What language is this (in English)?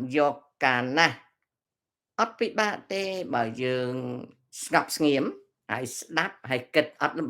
Khmer